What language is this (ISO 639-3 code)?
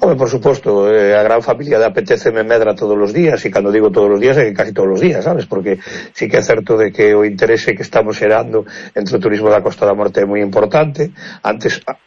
glg